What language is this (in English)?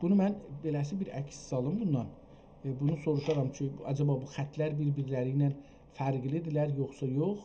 South Azerbaijani